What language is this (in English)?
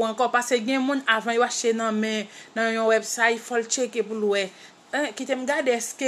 Haitian Creole